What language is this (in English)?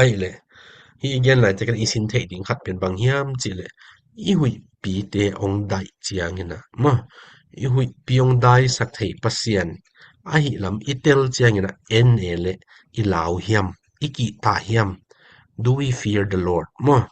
Tedim Chin